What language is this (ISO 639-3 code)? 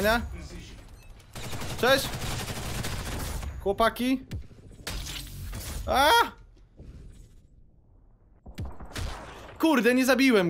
pol